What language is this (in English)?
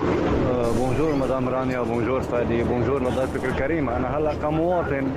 North Levantine Arabic